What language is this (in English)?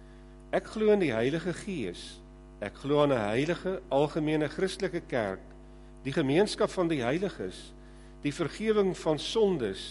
Afrikaans